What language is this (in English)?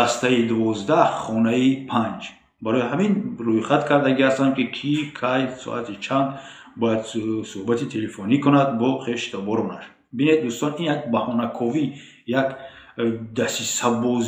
Tajik